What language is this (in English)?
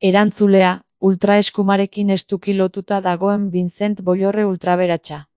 Basque